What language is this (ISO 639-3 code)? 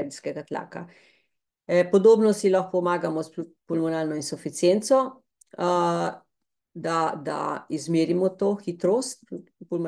slv